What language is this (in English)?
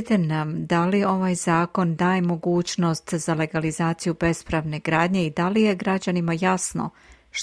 Serbian